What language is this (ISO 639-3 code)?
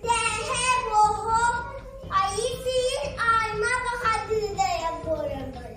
sah